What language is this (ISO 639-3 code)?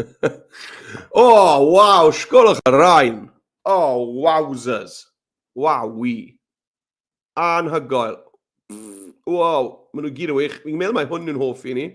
cym